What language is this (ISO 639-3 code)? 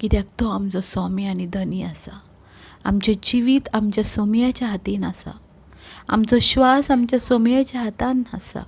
kok